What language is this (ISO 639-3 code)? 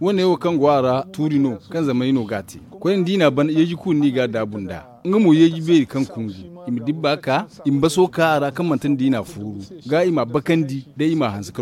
dje